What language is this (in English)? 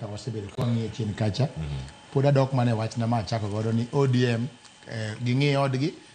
Luo (Kenya and Tanzania)